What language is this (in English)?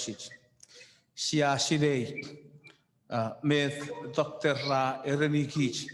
Chuukese